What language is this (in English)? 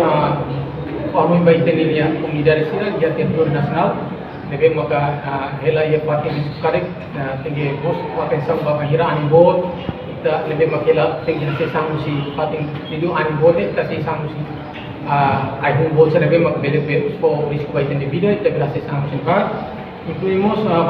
Tetum